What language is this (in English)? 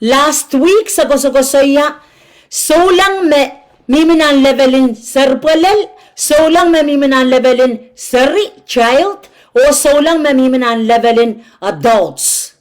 Pohnpeian